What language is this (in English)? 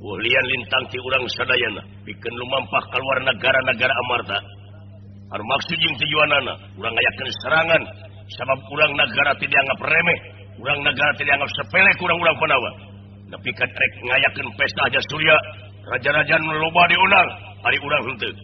Sundanese